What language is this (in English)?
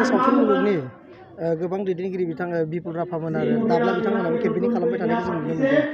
Bodo